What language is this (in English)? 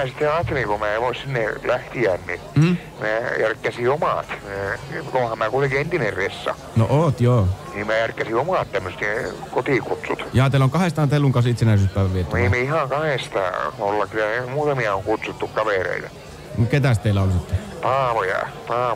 Finnish